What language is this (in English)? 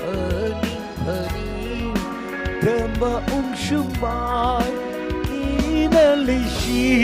Tangkhul Naga (India)